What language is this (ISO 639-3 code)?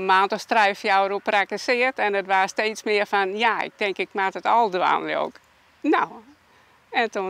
fry